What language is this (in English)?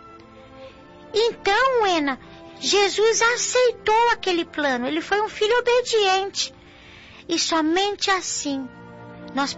Portuguese